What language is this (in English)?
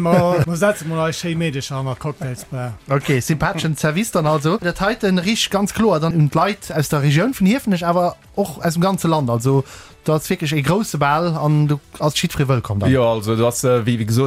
Luxembourgish